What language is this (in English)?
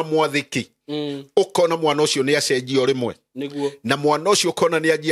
Kikuyu